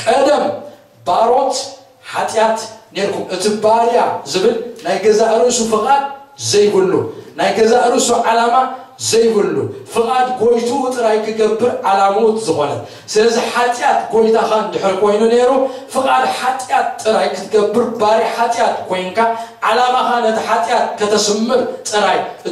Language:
Tigrinya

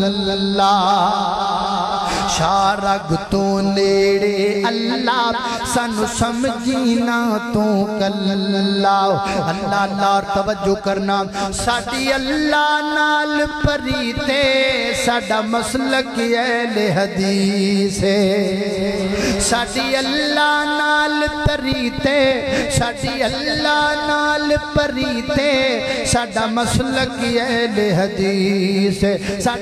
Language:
Western Panjabi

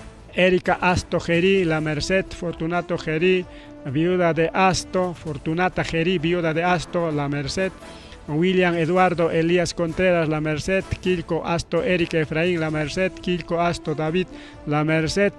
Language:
Ayacucho Quechua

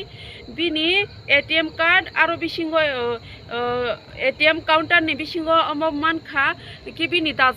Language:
Kok Borok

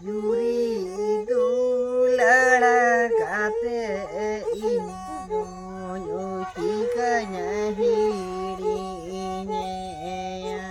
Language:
Santali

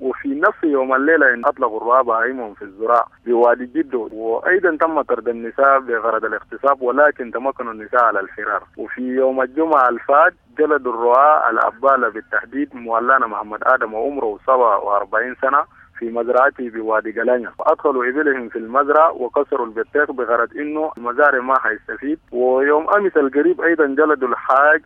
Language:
Sudanese Arabic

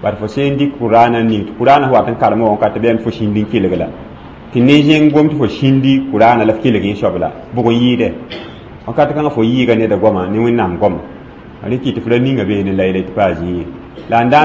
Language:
Mossi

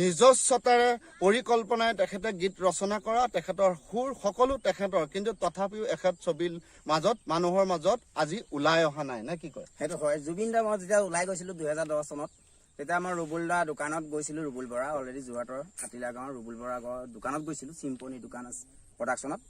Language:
Assamese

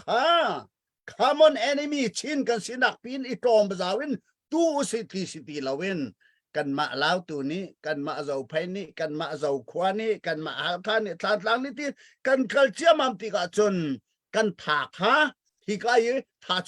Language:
Hakha Chin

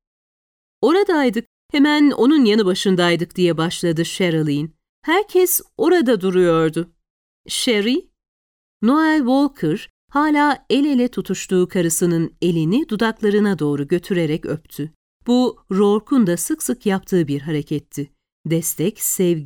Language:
Turkish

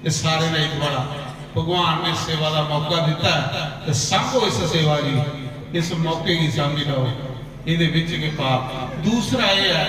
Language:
Dogri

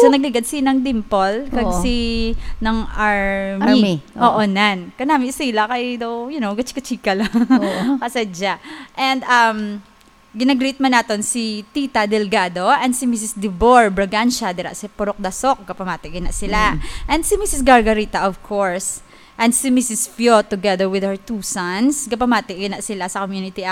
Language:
Hiligaynon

